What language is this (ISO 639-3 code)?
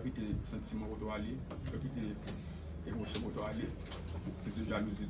hat